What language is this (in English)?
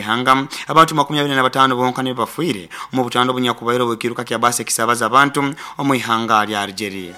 Nyoro